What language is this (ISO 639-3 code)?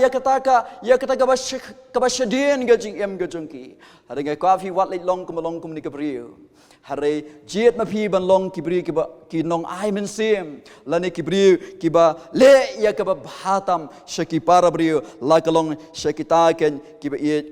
kha